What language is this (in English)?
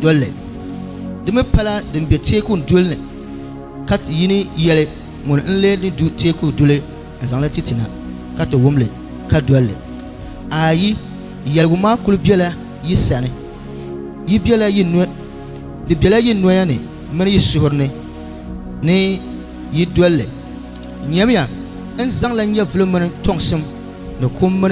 Dagbani